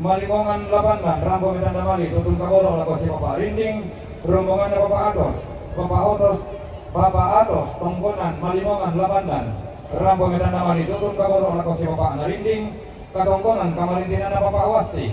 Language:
Toraja-Sa'dan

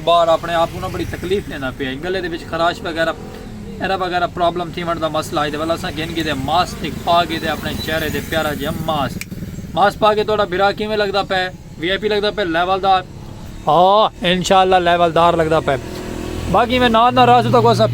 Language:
Saraiki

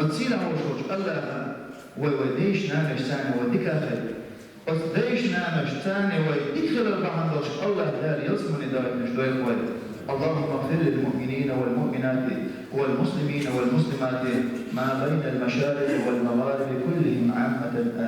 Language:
Chechen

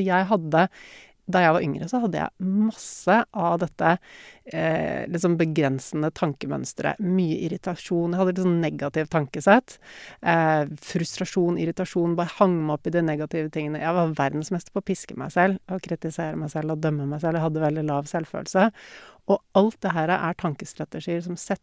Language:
Norwegian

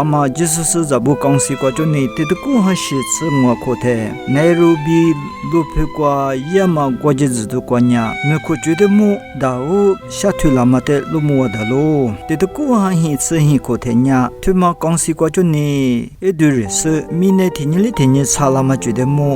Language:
Lisu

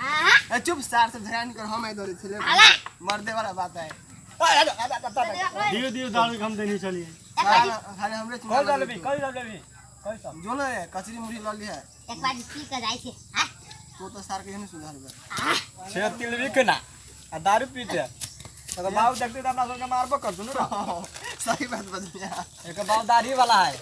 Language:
Maithili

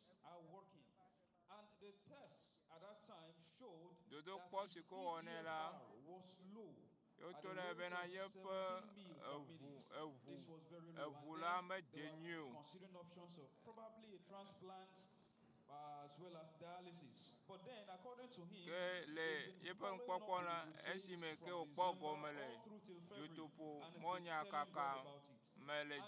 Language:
Ewe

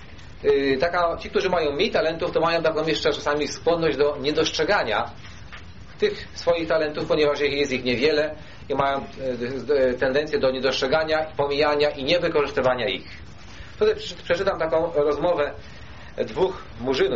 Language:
Polish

